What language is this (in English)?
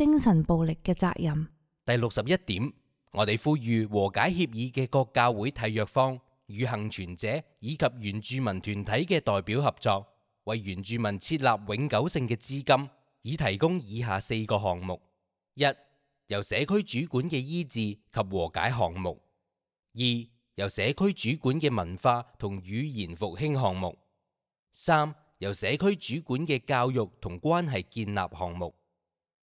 Cantonese